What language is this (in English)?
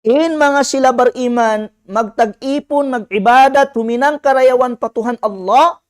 Tausug